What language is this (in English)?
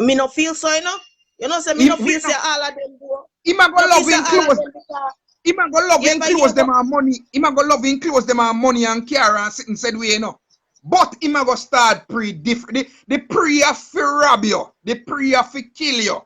Jamaican Creole English